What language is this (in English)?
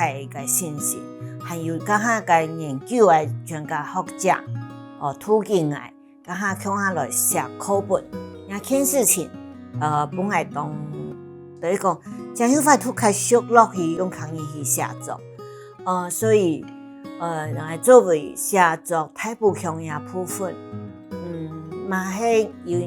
Hakka Chinese